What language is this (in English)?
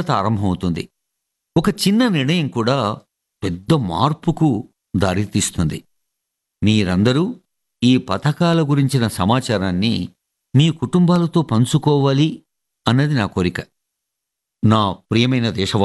Telugu